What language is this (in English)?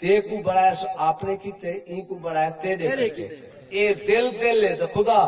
Saraiki